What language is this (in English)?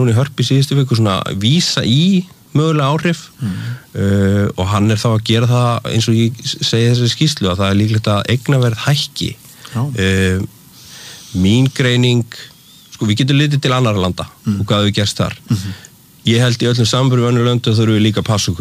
Icelandic